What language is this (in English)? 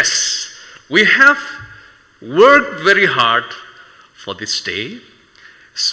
Tangkhul Naga (India)